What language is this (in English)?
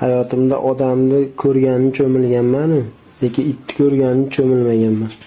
Uzbek